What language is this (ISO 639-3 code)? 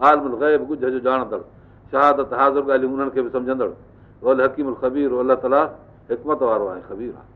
snd